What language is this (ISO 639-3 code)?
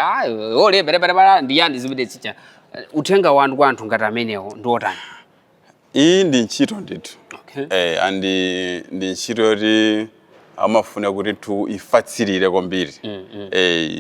nya